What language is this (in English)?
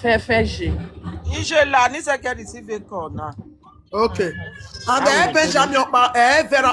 Nigerian Pidgin